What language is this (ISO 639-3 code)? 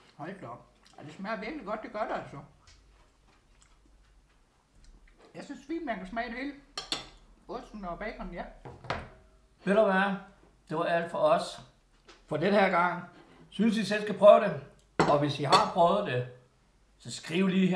dan